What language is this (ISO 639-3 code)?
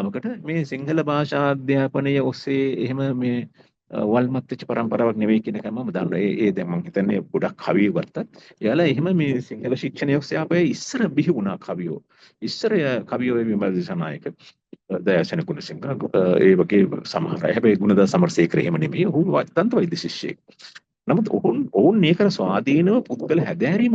sin